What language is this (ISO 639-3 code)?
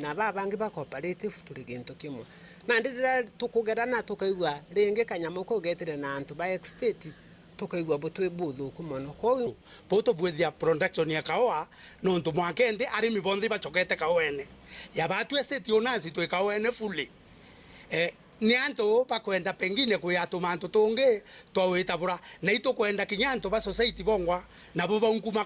mer